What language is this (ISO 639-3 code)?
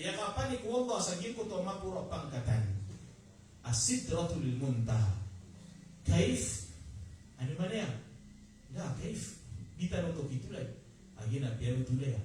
mrw